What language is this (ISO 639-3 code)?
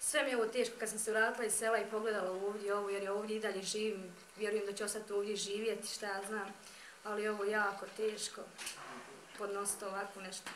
bos